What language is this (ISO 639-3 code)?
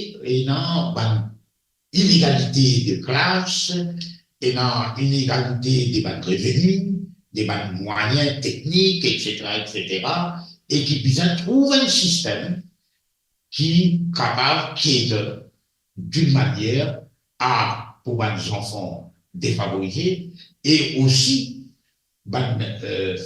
mfe